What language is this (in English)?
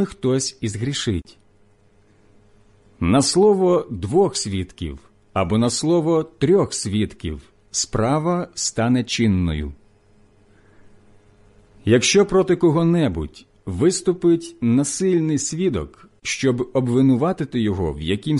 Ukrainian